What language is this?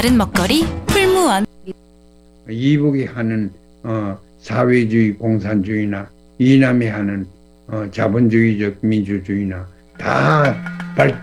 Korean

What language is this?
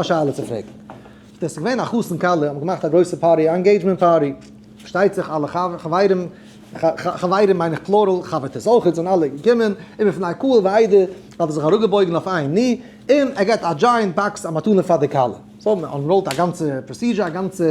Yiddish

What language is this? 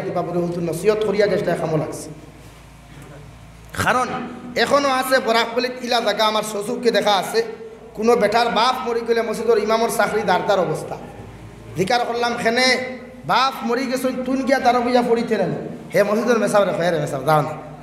Sylheti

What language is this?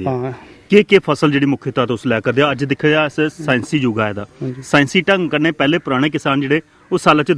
Dogri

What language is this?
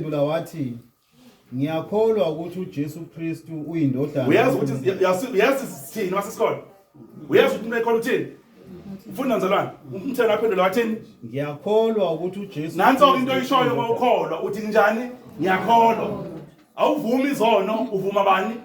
Zulu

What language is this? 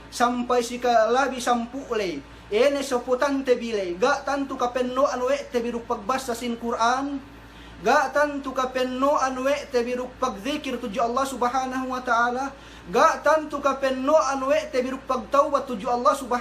Yakan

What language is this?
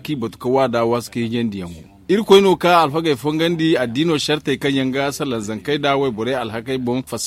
Zarma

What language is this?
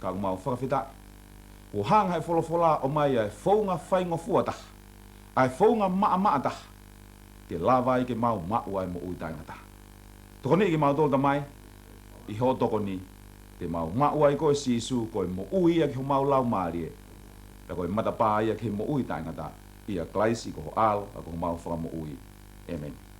Tongan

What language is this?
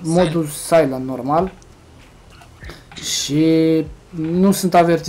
Romanian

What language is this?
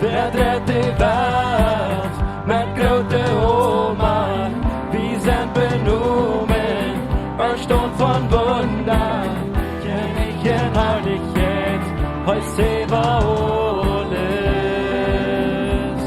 Plautdietsch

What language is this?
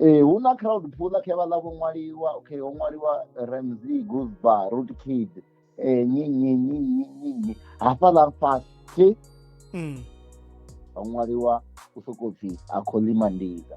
Venda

